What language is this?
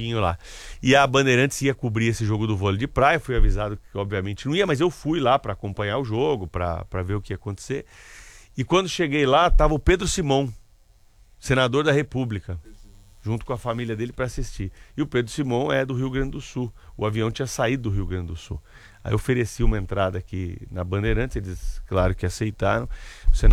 Portuguese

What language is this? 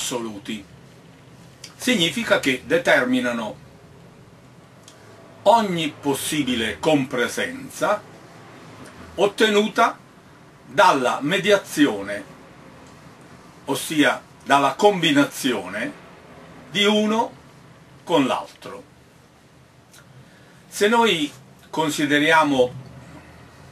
Italian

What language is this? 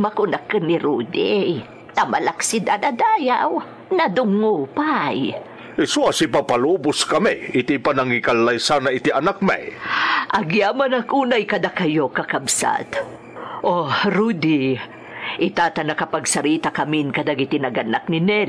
Iloko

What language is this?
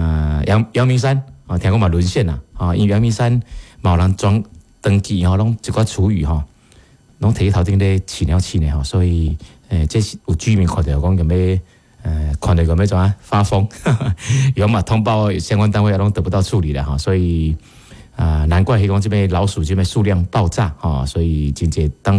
Min Nan Chinese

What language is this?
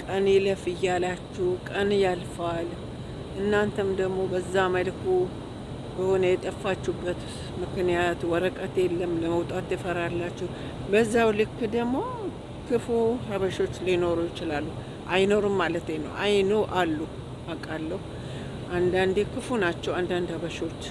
Amharic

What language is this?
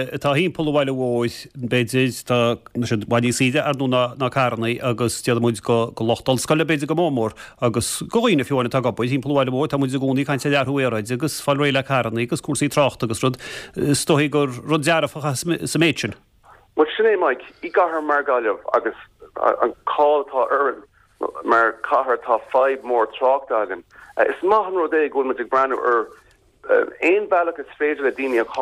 Irish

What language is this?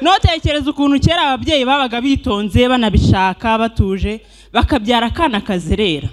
Kinyarwanda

